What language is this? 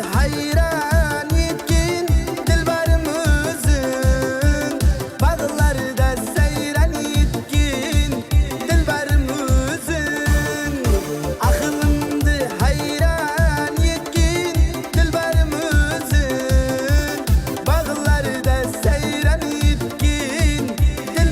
Kara-Kalpak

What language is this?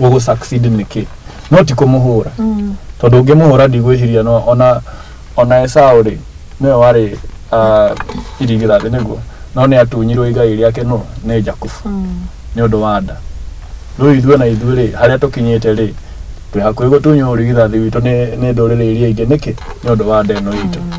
Kikuyu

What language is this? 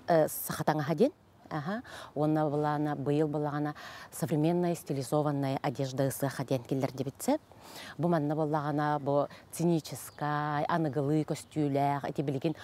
Yakut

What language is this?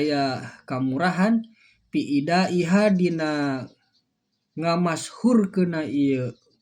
Sundanese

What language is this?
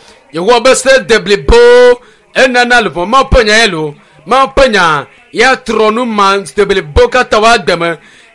Ewe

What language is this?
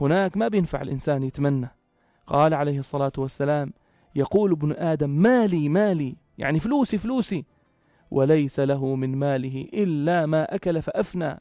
North Levantine Arabic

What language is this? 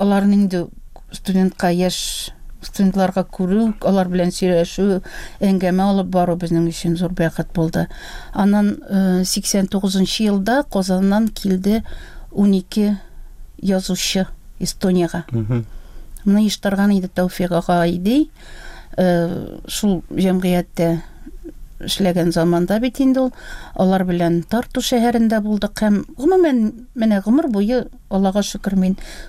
Tatar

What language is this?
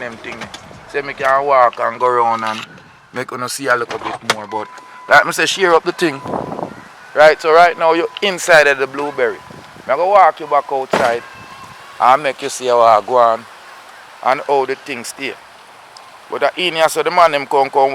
Jamaican Creole English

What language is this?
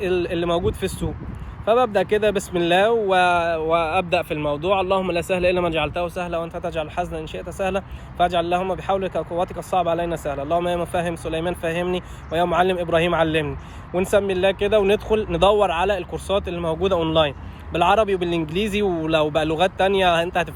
Egyptian Arabic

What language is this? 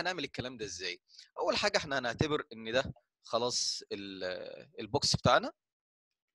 Egyptian Arabic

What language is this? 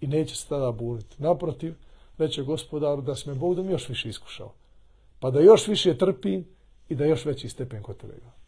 Bosnian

